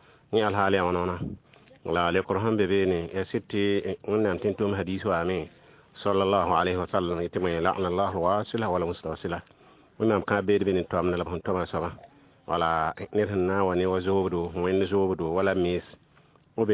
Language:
Mossi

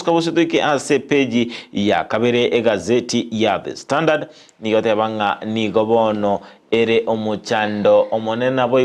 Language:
Gusii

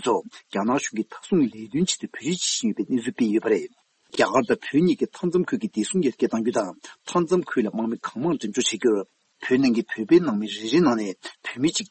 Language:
Tibetan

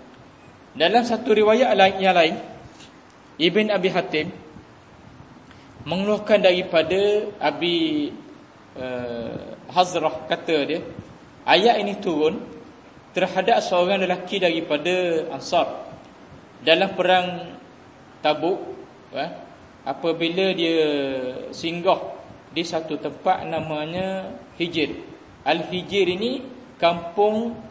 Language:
Malay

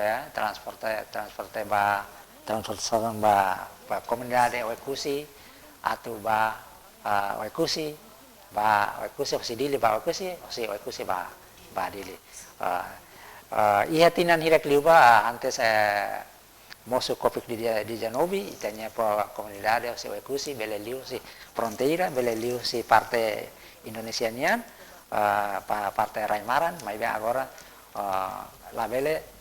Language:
Tetum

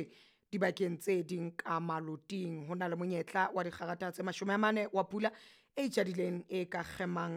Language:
Southern Sotho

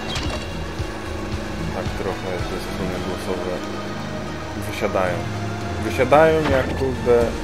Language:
Polish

